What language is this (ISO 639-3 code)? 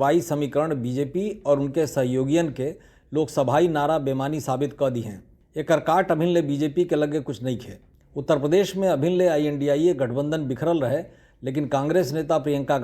bho